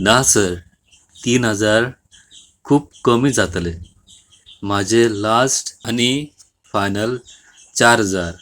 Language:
Konkani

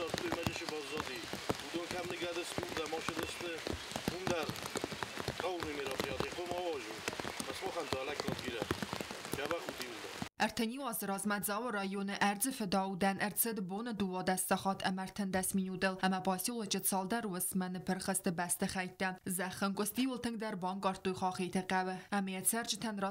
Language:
Ossetic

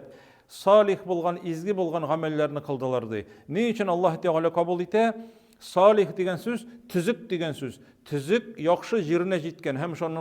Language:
Tatar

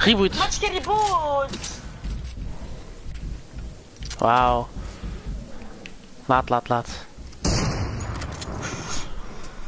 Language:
Dutch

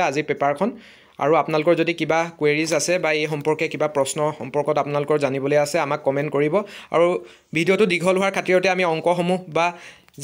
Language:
Assamese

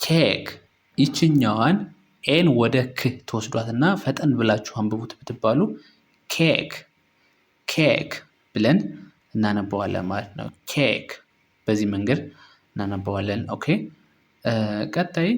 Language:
Amharic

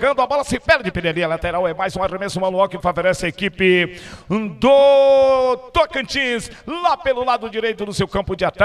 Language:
Portuguese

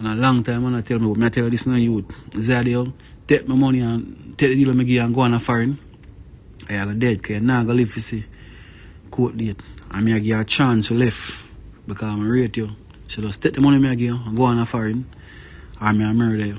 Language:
Jamaican Creole English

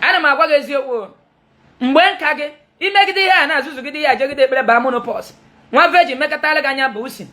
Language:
Igbo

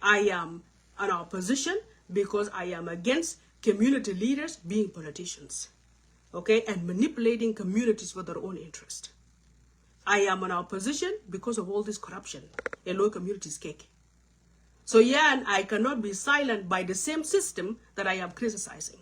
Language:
Nuer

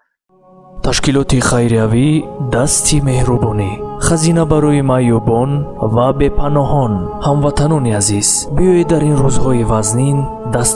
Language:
Tajik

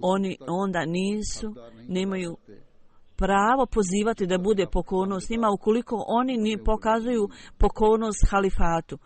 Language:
Bosnian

